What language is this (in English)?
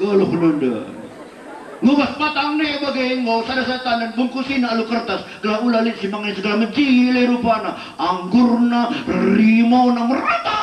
Batak Karo